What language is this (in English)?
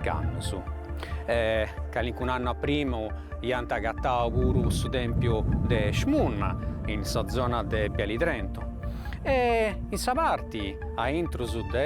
Sardinian